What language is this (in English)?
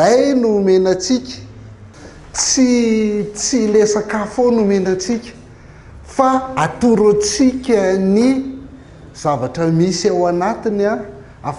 Malagasy